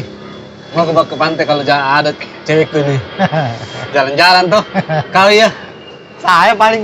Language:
Makassar Malay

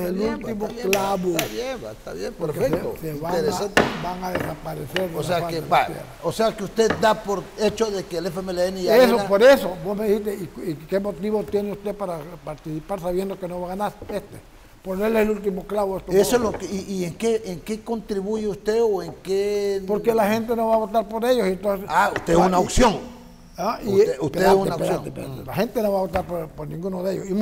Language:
Spanish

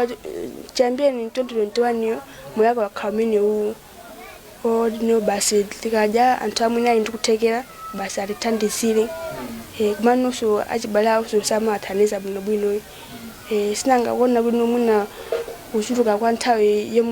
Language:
Nyanja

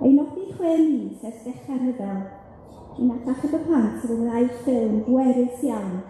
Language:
Welsh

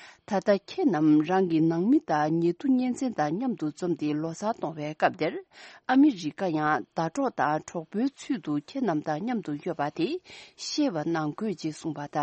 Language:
Tibetan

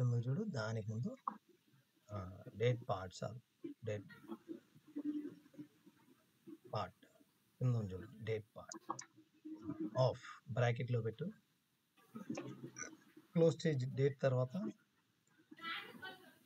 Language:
Telugu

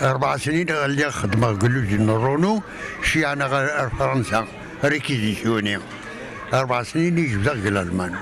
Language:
Kabyle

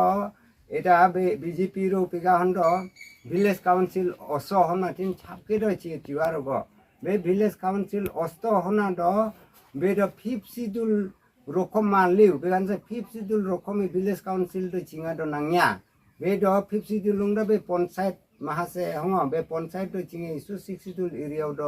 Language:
Karbi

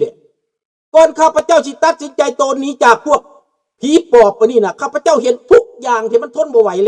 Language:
Lao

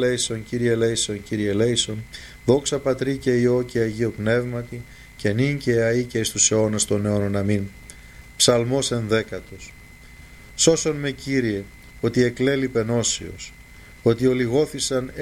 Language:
Greek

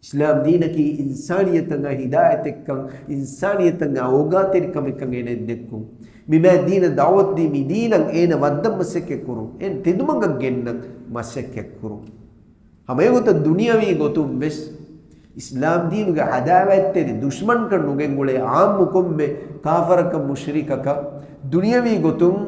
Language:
Divehi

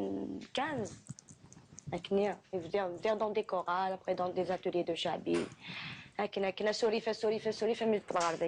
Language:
Kabyle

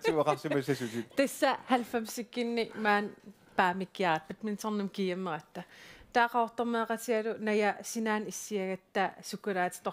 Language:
Kalaallisut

